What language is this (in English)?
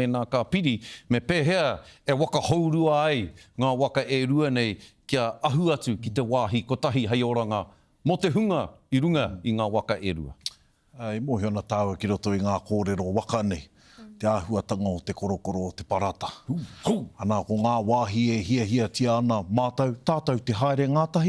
Māori